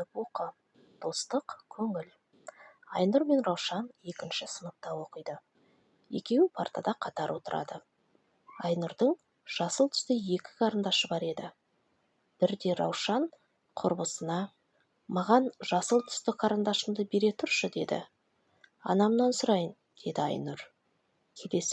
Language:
Kazakh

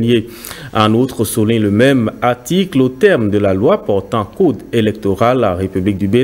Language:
French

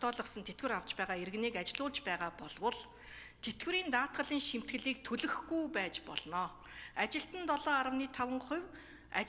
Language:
Mongolian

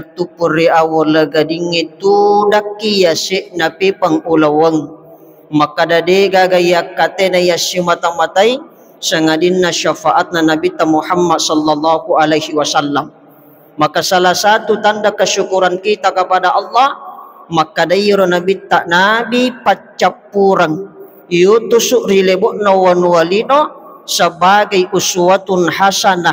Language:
Buginese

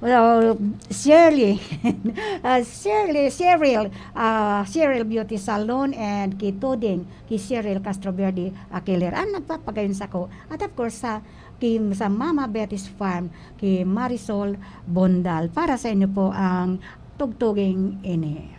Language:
Bikol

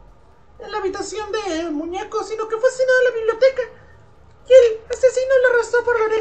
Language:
Spanish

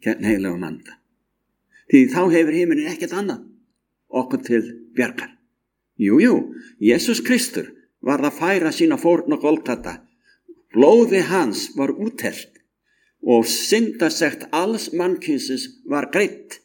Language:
Icelandic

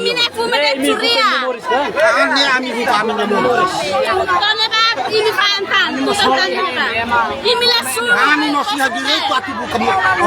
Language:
Tetum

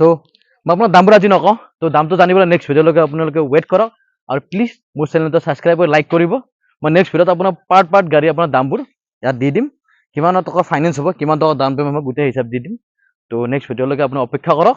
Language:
Assamese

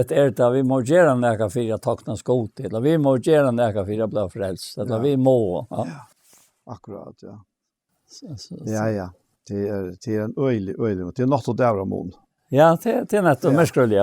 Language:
Faroese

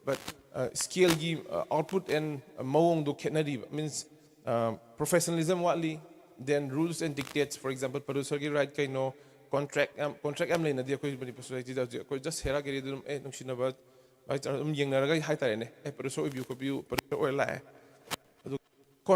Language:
Manipuri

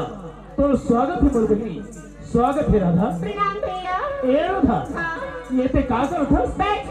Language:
Chhattisgarhi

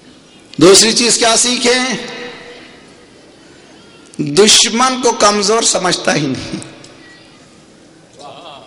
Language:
Urdu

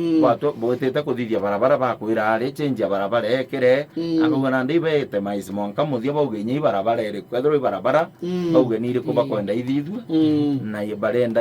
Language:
Meru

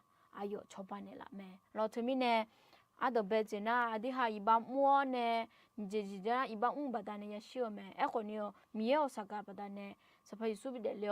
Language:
Akha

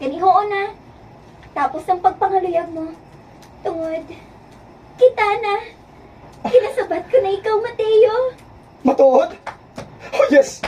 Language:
Hiligaynon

